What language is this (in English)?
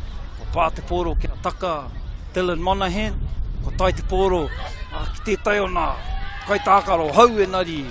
Māori